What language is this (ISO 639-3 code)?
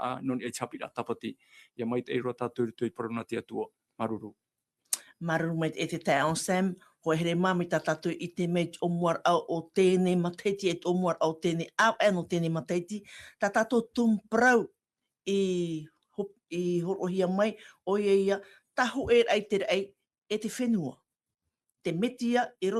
tah